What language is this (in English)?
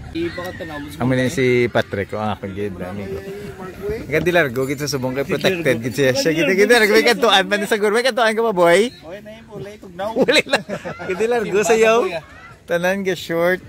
Hiligaynon